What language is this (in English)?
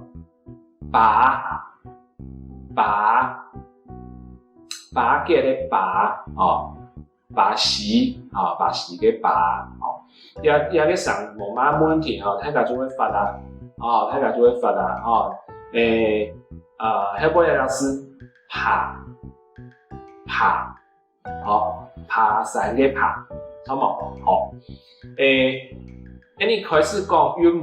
Hakka Chinese